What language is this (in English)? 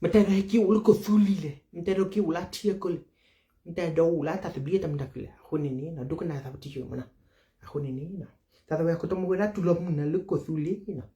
S'gaw Karen